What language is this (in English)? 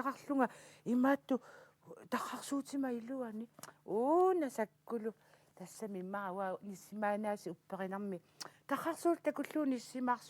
Kalaallisut